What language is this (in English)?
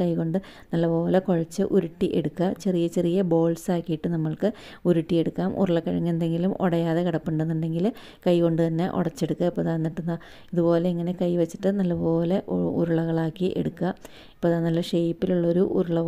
Malayalam